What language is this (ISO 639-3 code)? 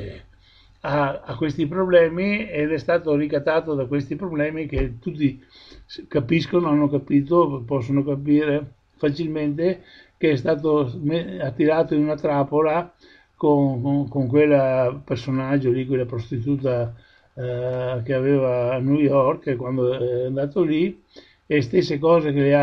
ita